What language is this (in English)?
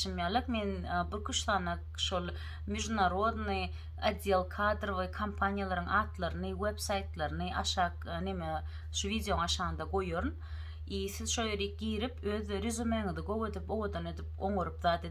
Turkmen